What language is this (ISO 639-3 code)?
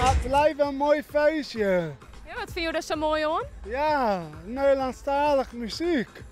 fry